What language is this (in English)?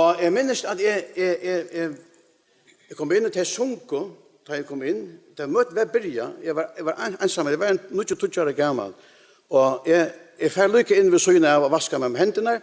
Faroese